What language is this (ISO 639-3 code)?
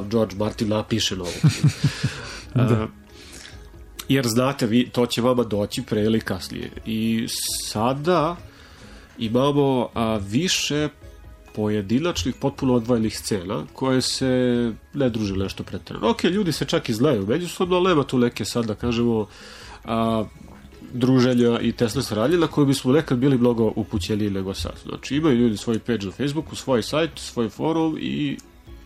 srp